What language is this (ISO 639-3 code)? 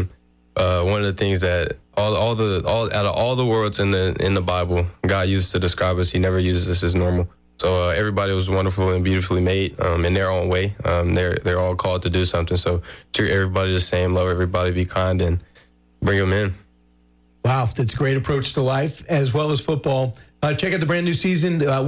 eng